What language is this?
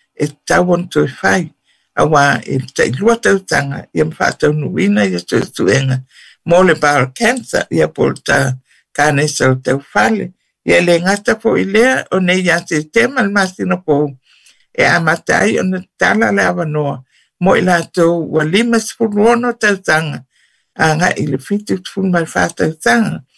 Samoan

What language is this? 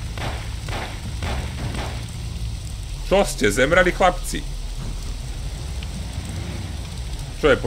Slovak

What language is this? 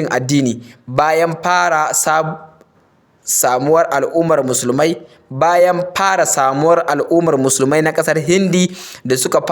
Hausa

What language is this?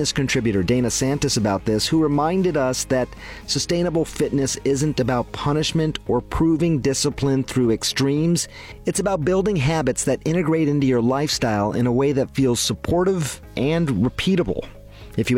English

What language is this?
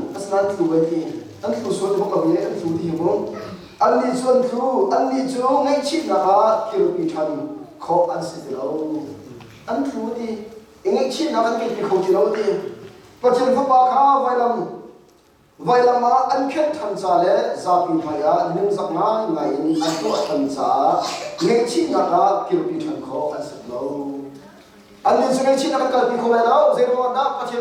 Hakha Chin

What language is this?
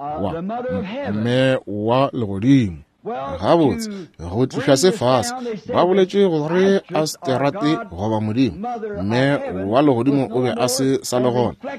Northern Sotho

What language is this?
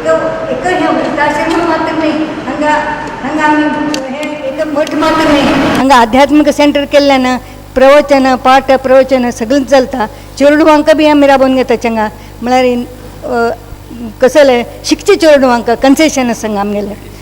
Konkani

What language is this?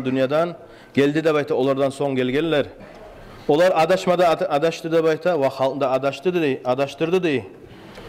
Kumyk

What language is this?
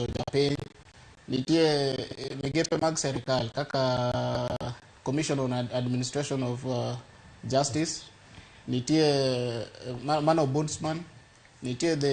Luo (Kenya and Tanzania)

